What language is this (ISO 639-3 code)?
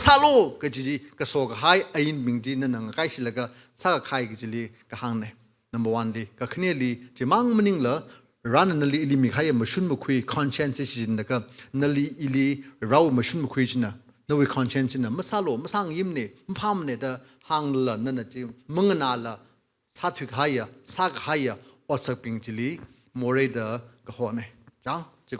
nmf